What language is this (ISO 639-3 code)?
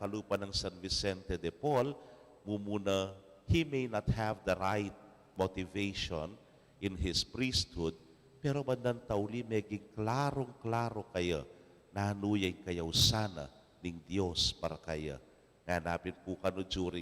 pam